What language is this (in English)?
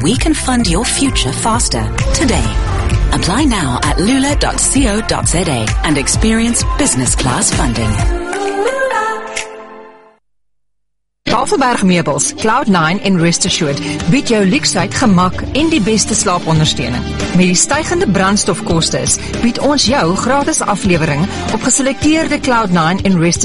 Afrikaans